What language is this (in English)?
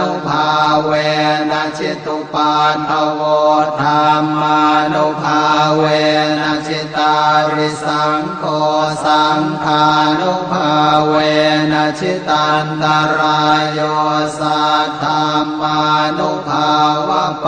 Pali